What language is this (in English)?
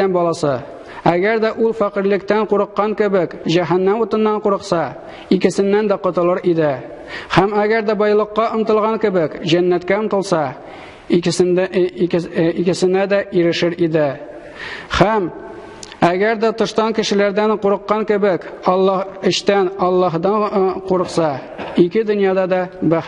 Tatar